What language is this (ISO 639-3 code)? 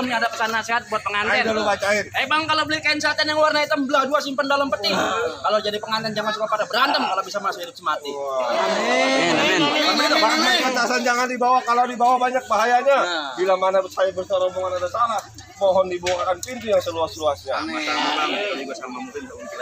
bew